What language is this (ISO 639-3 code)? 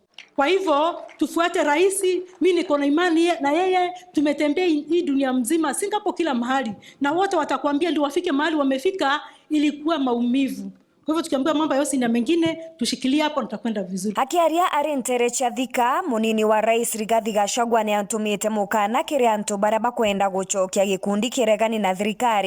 mer